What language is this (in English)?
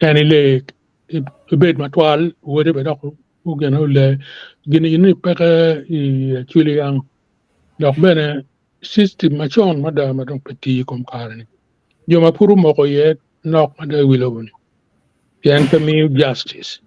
Acoli